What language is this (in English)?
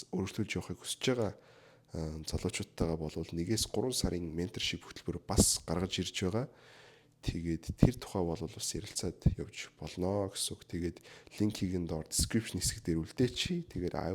Mongolian